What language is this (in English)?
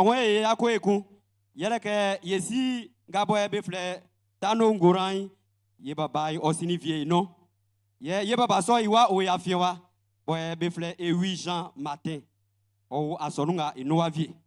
Baoulé